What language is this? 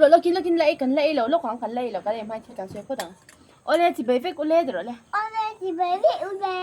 Mizo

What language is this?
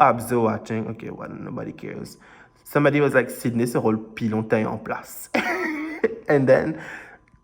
Morisyen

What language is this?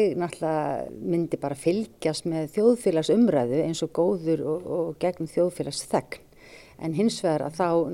Icelandic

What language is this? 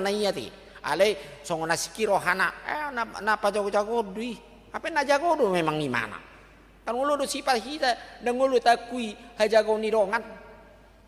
Batak Toba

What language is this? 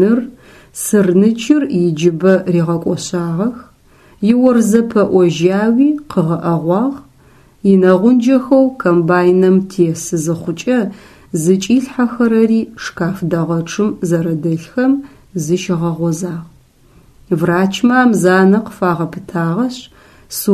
Adyghe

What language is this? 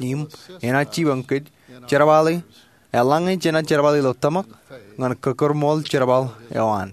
Marshallese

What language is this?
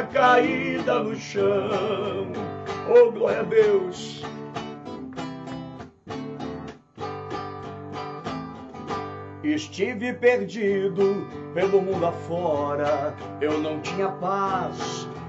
Portuguese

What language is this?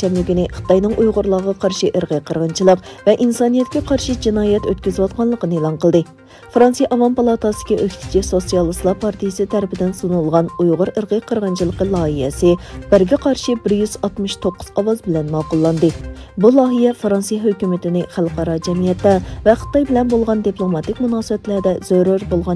Uyghur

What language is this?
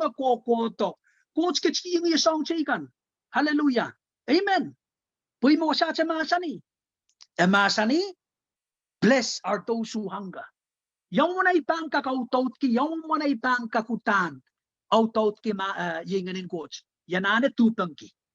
Pohnpeian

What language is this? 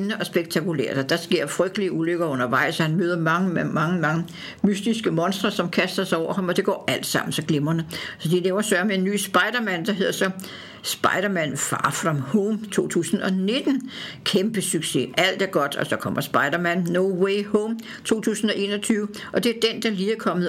Danish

